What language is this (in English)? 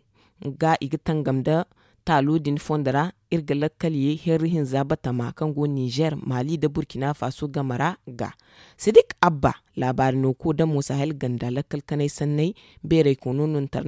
Zarma